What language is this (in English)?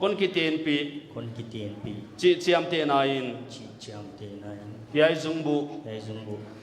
Paite Chin